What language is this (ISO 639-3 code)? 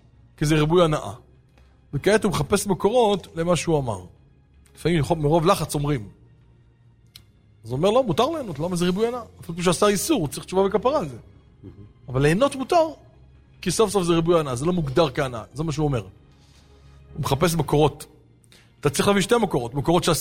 heb